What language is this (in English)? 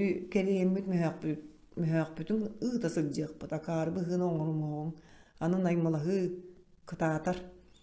Yakut